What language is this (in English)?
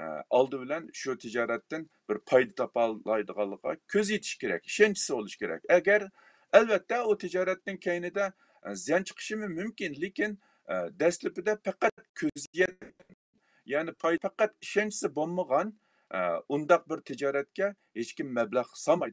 Uyghur